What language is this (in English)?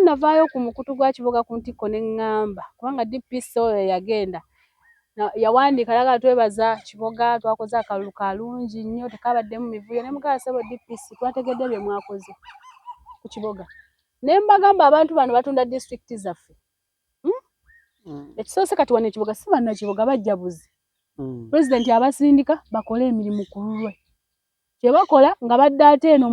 Ganda